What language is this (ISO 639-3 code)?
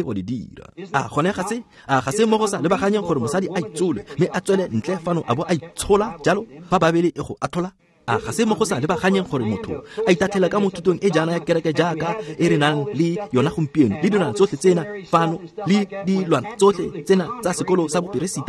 tsn